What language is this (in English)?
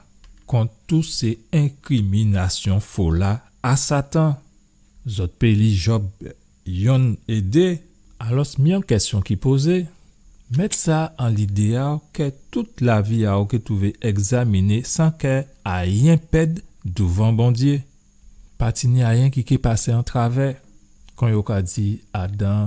Guadeloupean Creole French